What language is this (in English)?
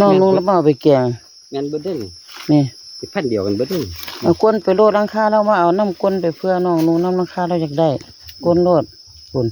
Northeastern Thai